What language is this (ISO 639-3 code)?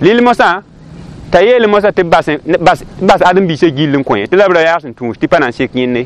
mos